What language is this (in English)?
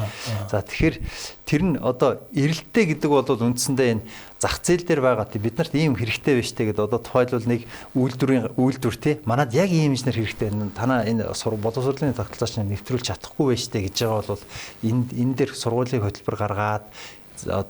Mongolian